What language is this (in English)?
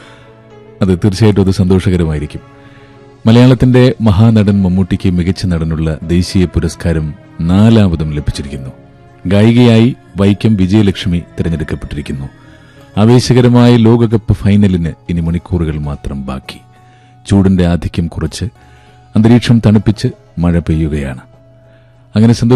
Malayalam